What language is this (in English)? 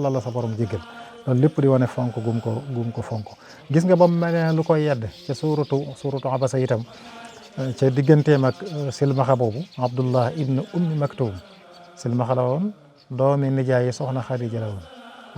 Wolof